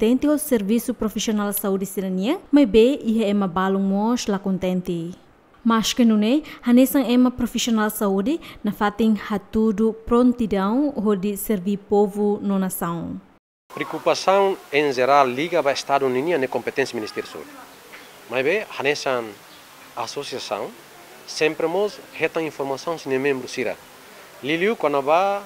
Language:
Tetum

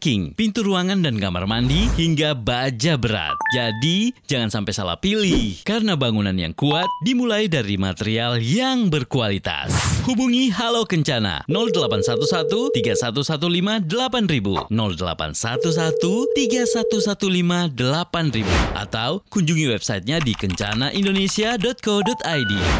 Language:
Indonesian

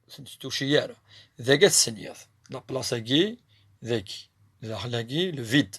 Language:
Kabyle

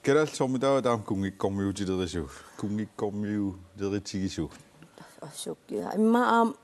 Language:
Kalaallisut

